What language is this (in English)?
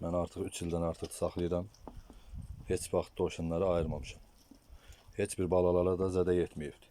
Azerbaijani